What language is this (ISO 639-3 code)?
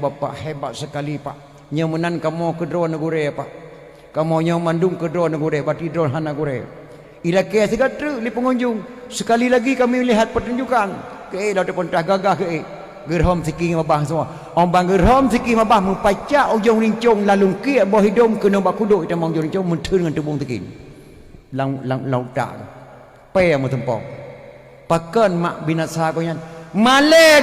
ace